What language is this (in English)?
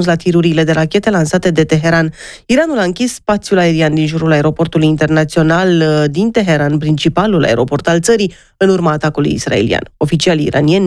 Romanian